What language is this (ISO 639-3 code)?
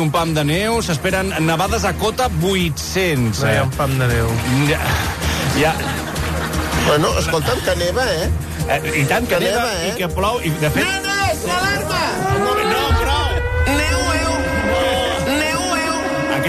cat